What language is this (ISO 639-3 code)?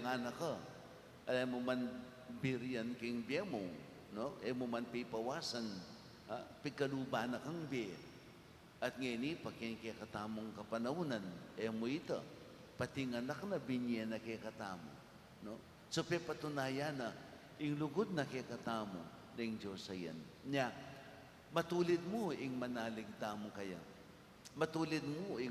pam